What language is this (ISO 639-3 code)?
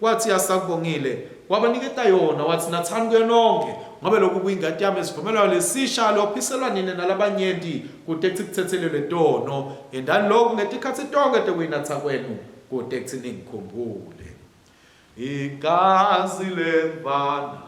ssw